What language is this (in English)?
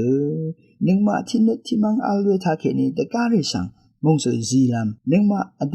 Rawang